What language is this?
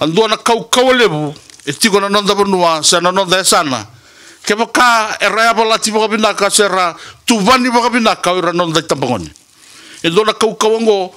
Fijian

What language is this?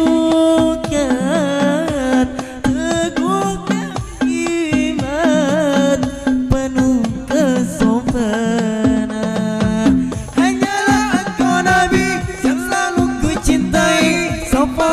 Banjar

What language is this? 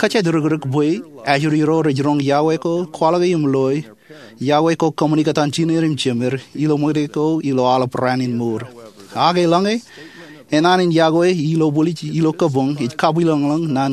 Marshallese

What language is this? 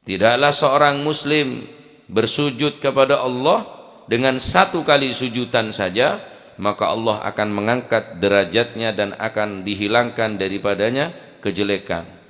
Madurese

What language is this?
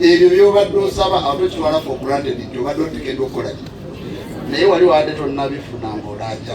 Ganda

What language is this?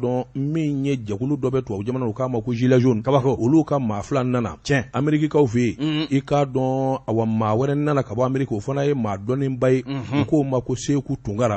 Bambara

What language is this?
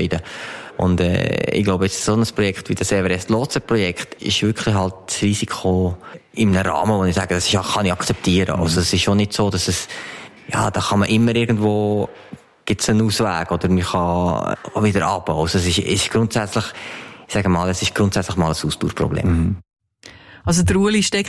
German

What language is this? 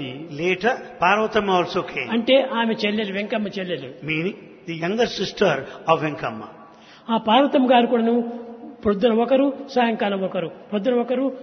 Telugu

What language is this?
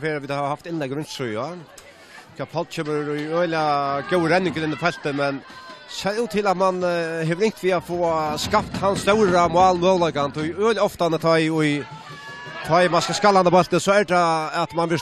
Faroese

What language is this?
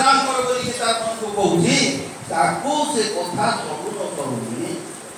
Odia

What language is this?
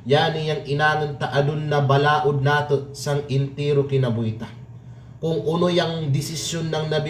Kalagan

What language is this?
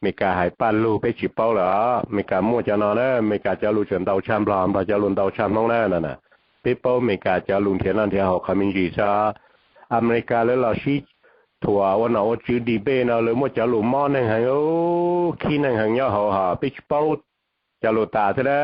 Hmong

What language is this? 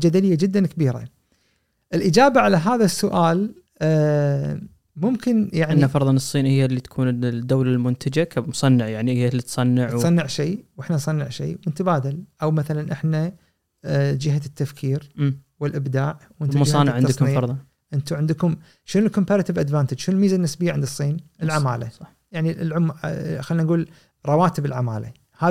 Gulf Arabic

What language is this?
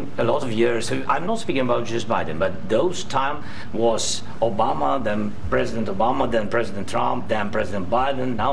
English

